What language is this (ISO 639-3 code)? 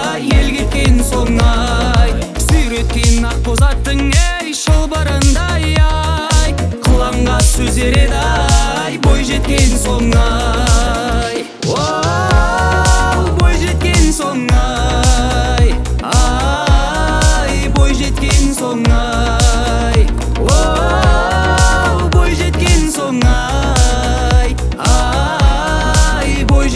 kaz